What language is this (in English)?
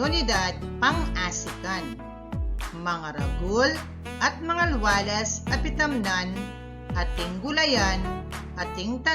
Pampanga